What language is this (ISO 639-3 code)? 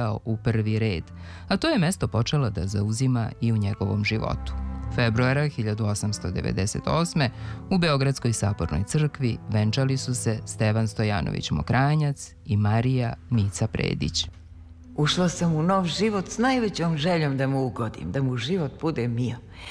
srp